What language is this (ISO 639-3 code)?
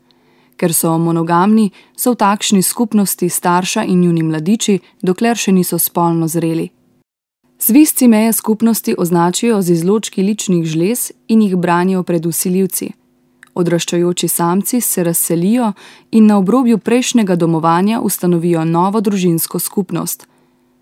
slv